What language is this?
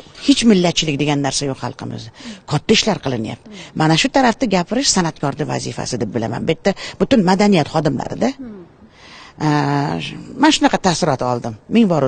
Uzbek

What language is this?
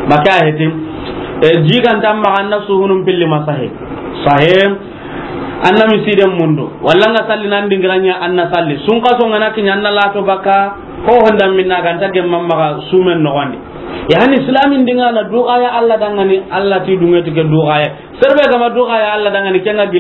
Soninke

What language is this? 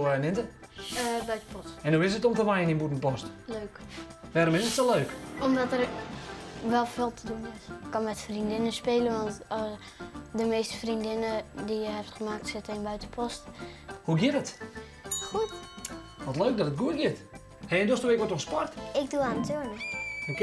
Western Frisian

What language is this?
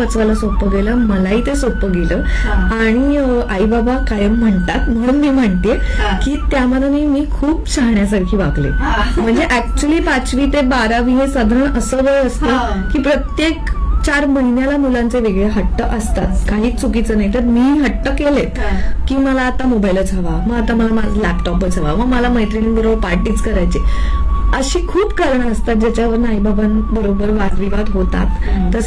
Marathi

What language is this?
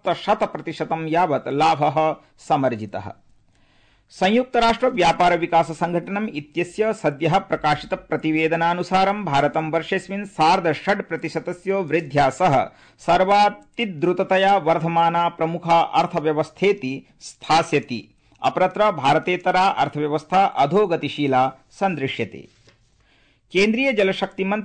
Sanskrit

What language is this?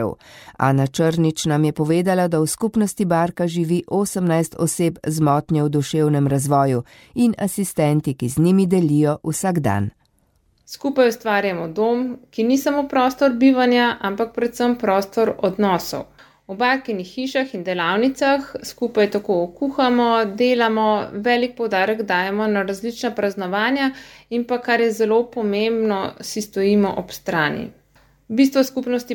Slovenian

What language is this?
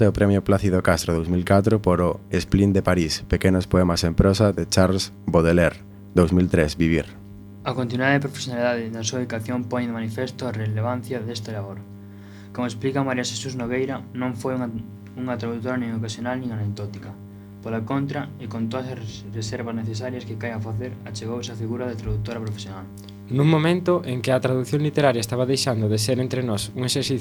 Galician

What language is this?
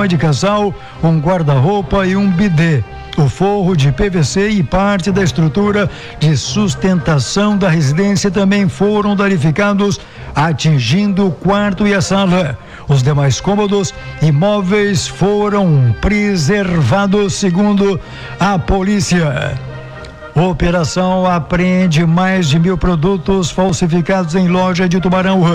Portuguese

